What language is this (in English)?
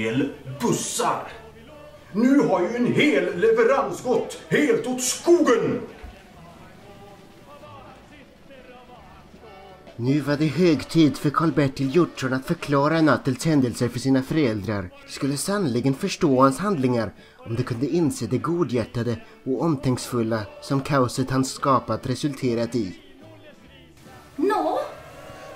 Swedish